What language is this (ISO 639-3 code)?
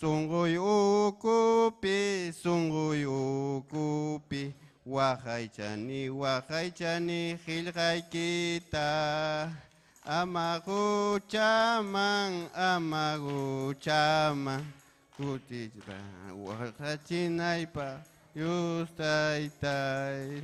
quy